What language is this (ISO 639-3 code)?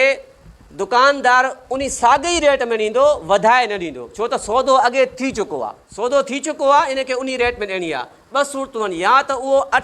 snd